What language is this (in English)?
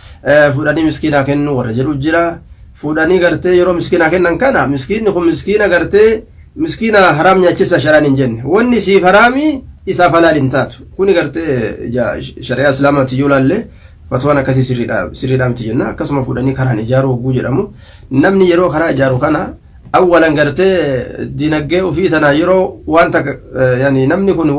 Oromo